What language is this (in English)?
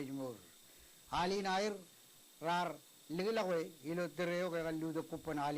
Marshallese